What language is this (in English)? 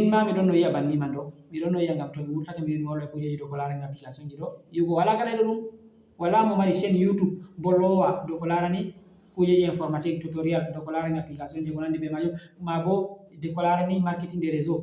Fula